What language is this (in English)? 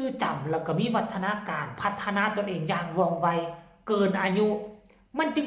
Lao